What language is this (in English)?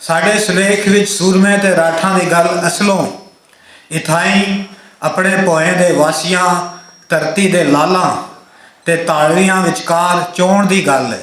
Western Panjabi